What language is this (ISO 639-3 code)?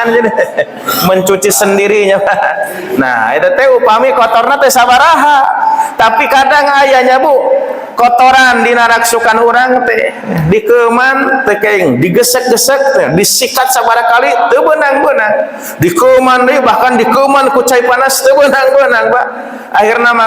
sun